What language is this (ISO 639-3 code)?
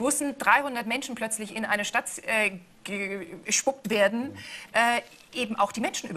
deu